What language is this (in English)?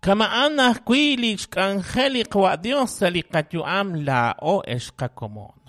Kekchí